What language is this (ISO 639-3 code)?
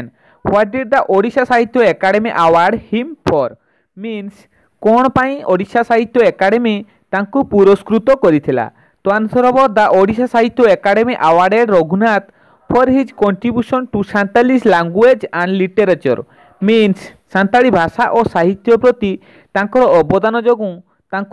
ori